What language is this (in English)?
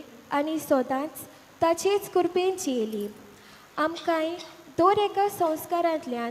Konkani